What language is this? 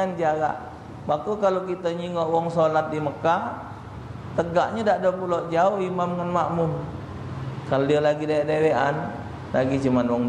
Musi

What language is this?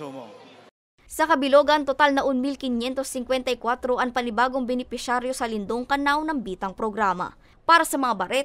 Bikol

